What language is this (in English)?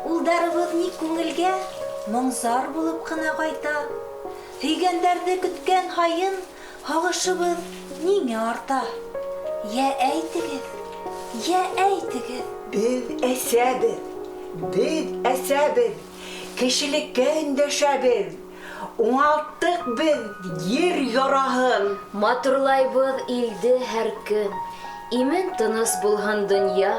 Bashkir